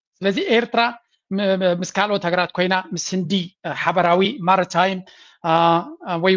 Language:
Tigrinya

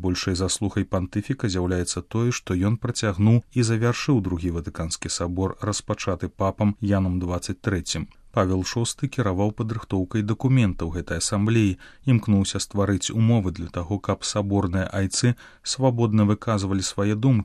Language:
Belarusian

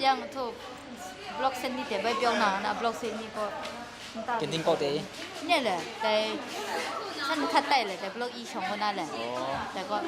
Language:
Kachin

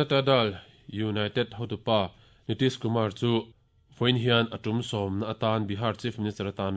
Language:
Mizo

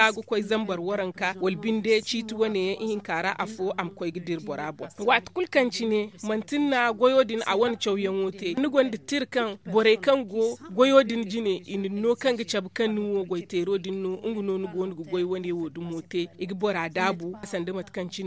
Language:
Zarma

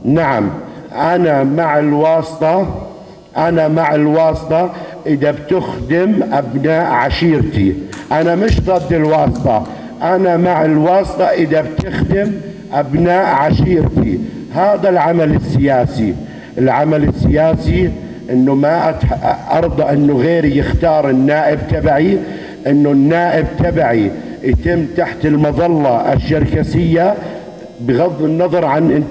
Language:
North Levantine Arabic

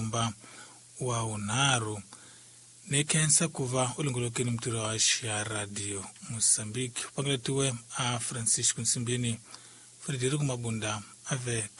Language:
Tsonga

